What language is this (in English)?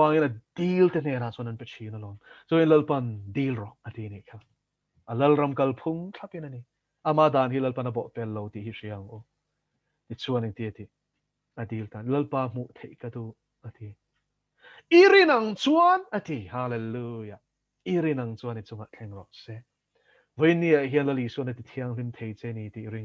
Mizo